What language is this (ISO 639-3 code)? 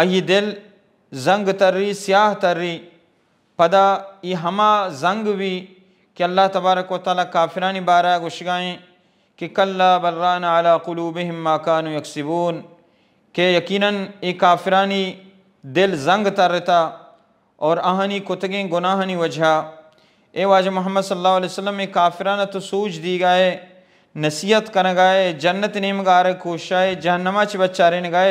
bal